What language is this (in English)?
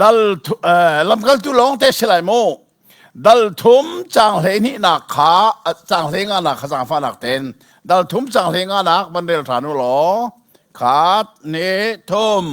Hakha Chin